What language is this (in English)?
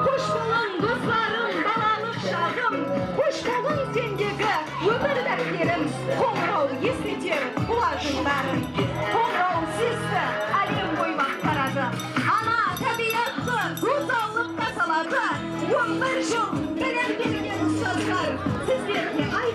Kara-Kalpak